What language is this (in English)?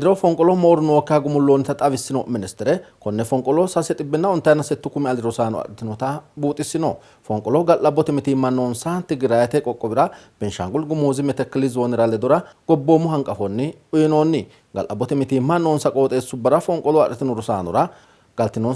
Sidamo